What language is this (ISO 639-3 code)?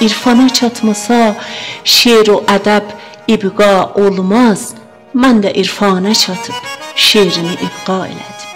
azb